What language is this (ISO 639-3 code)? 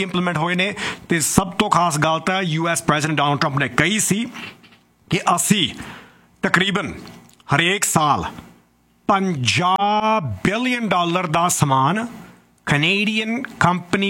pan